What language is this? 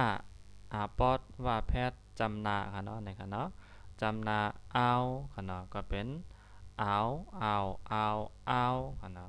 Shan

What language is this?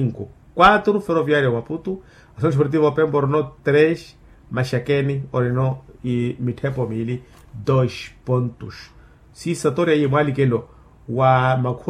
Makhuwa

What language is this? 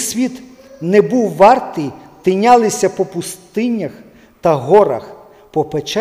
Ukrainian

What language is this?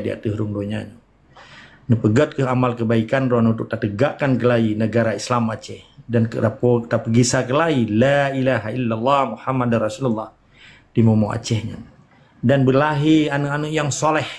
Achinese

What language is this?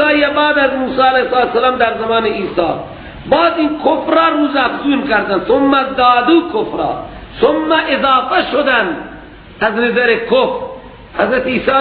Persian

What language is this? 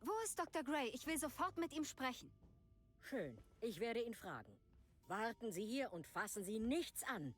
Bavarian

